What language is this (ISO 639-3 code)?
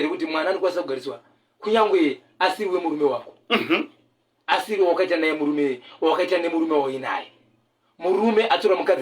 sna